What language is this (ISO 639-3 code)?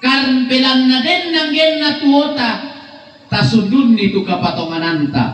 sda